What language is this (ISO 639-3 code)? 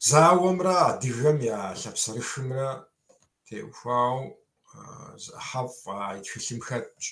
kbd